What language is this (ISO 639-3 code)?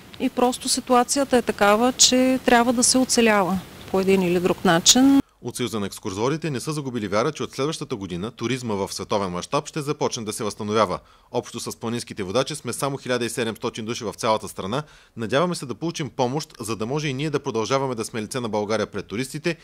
bul